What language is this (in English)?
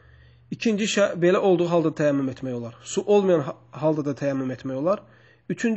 Azerbaijani